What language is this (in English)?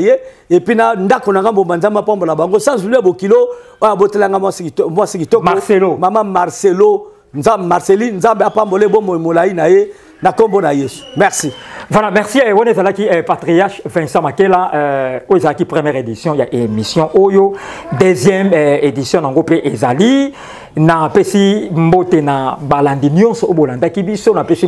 Lingala